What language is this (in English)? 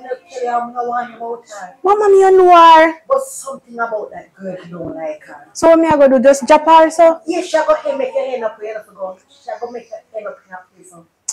Jamaican Creole English